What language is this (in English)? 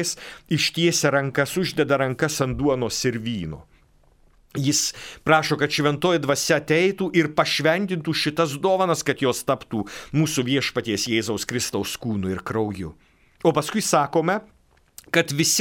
Lithuanian